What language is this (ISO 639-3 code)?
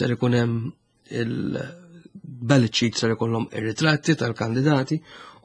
mlt